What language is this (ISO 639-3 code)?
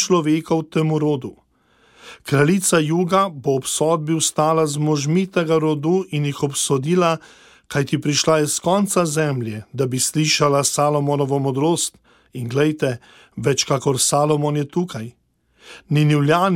slv